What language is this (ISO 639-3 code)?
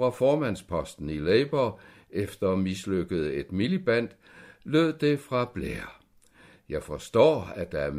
dan